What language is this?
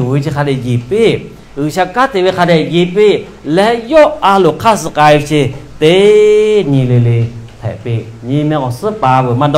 Lahu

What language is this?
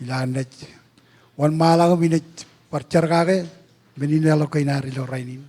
Marshallese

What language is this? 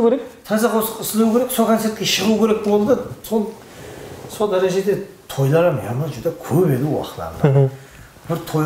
Kara-Kalpak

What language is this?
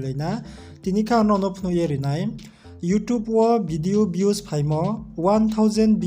Riang (India)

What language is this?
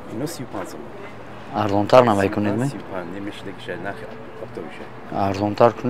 Tajik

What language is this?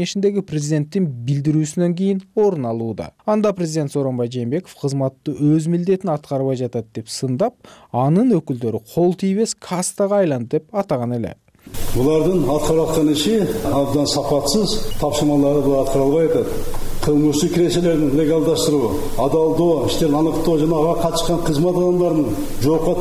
Kyrgyz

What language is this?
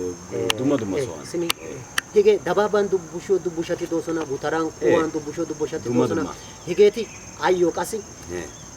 Wolaytta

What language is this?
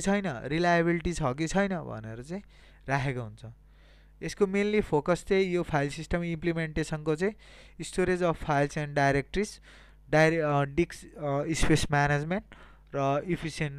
Nepali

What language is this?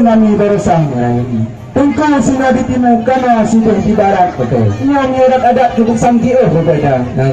Achinese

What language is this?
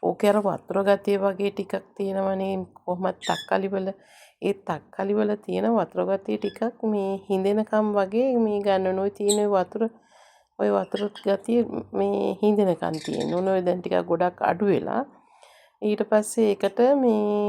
Sinhala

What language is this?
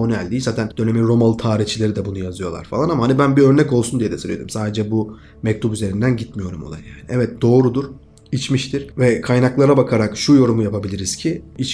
Turkish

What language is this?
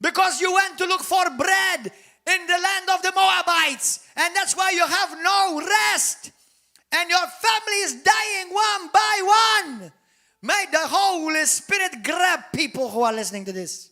English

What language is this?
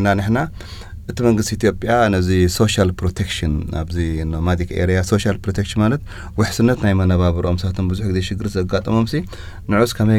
Tigrinya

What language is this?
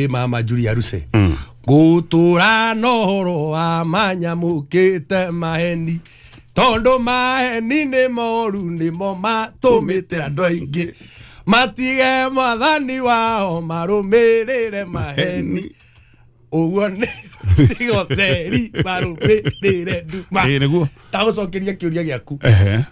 Kikuyu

